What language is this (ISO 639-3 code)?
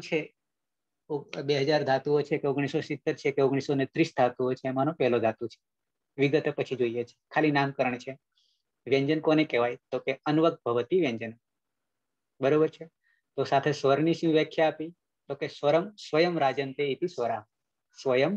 guj